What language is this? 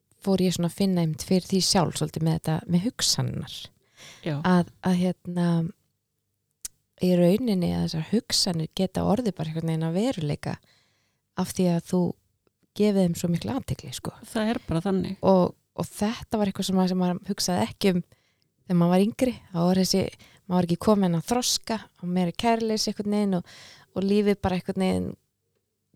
Icelandic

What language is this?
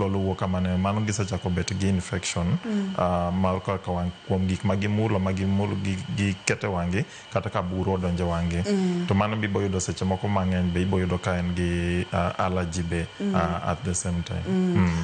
Luo (Kenya and Tanzania)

